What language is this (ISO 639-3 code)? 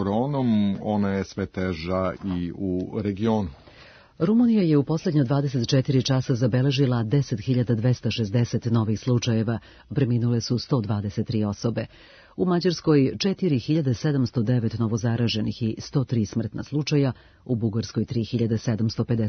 srp